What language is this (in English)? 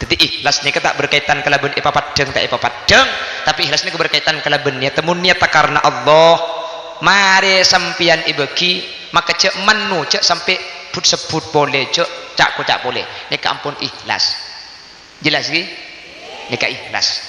Madurese